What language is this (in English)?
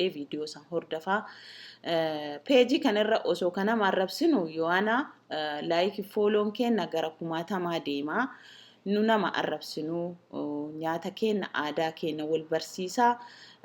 Oromo